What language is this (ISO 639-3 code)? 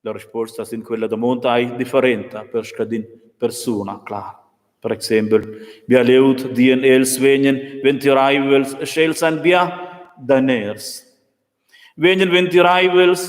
roh